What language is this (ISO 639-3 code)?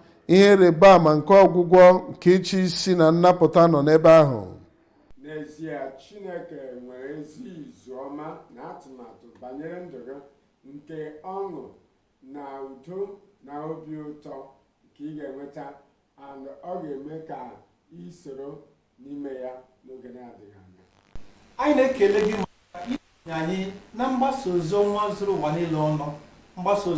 ibo